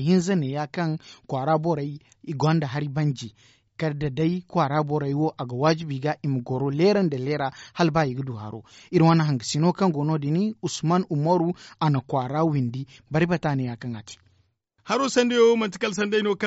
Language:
Zarma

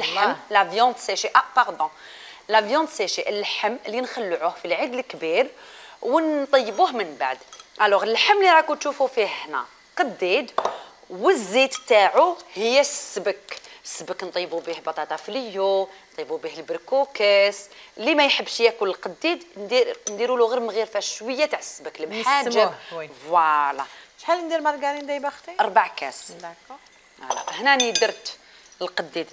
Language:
Algerian Arabic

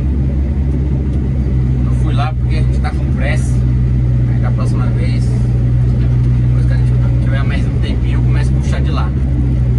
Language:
Portuguese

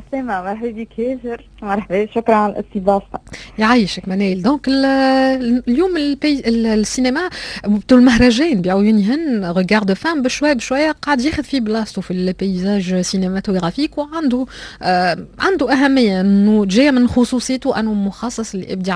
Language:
Tunisian Arabic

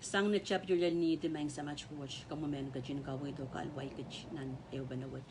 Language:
Pohnpeian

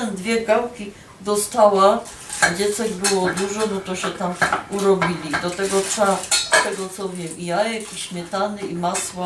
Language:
Silesian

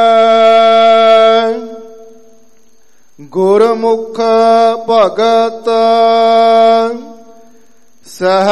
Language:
Punjabi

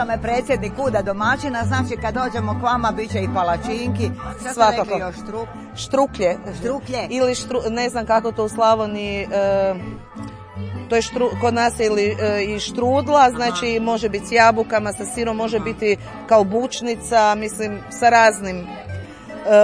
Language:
Croatian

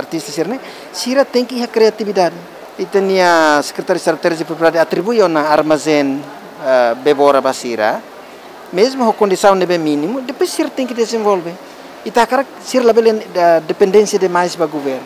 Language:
Tetum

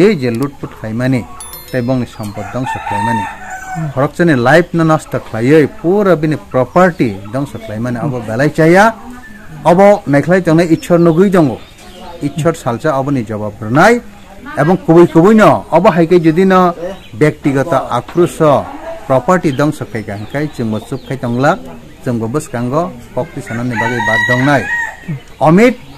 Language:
Kok Borok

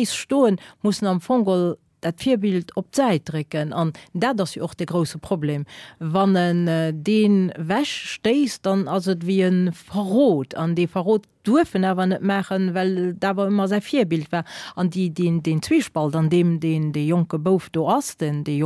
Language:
Luxembourgish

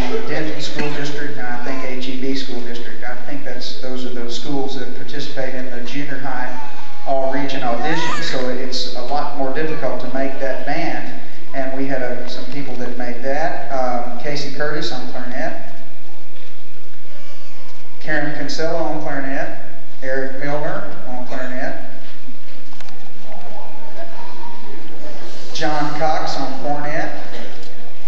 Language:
English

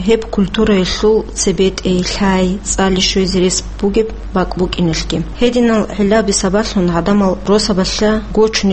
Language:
Avaric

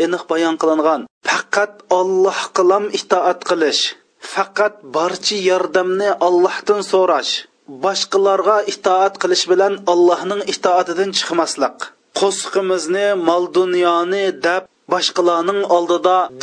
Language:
Uyghur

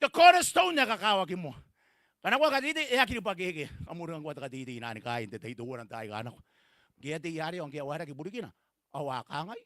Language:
Gilbertese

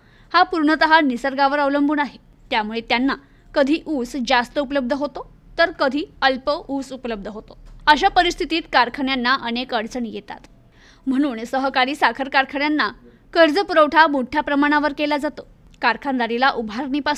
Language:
Marathi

